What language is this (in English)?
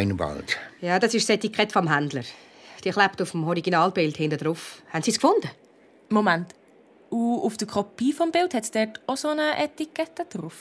Swiss German